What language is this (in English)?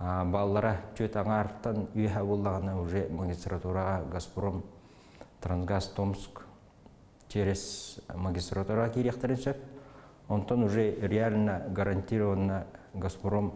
Yakut